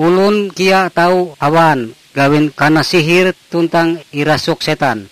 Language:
Ngaju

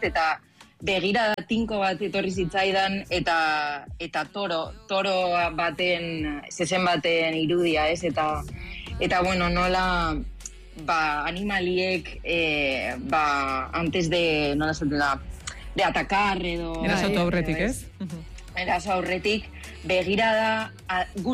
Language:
Basque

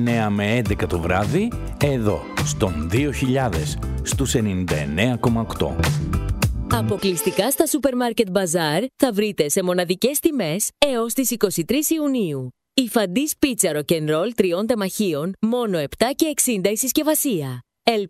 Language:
Greek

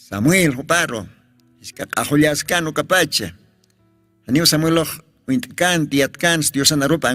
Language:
Aymara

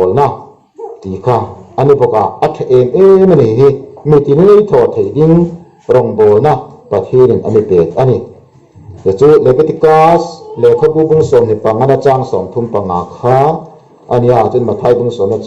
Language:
Hmar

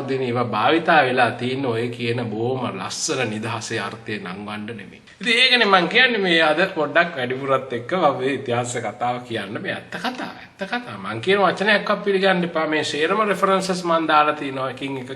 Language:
Sinhala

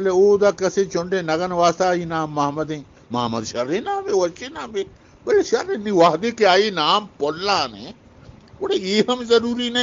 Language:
Eastern Balochi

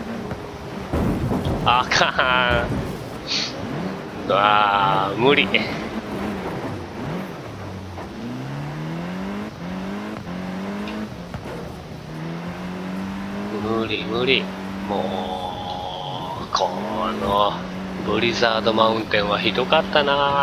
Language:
Japanese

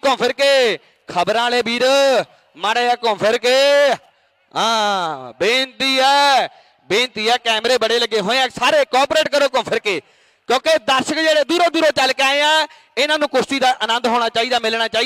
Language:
Punjabi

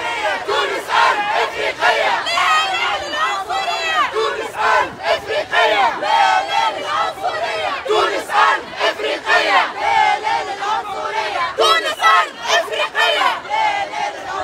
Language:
Tunisian Arabic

